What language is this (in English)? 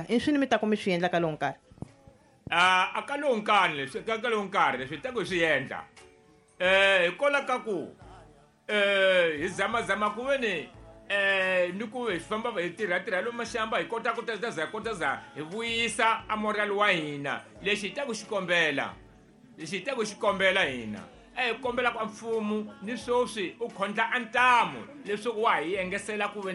Tsonga